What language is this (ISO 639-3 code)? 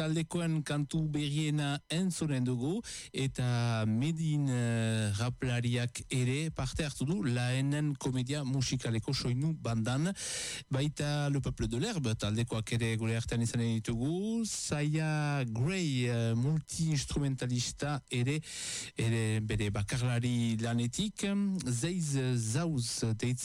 eus